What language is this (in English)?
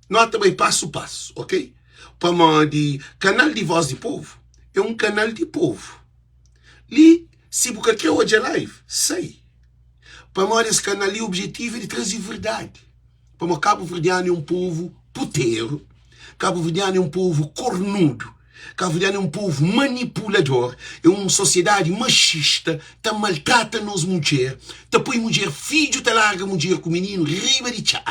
Kabuverdianu